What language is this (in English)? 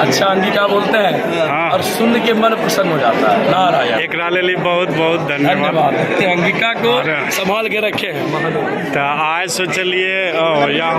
Angika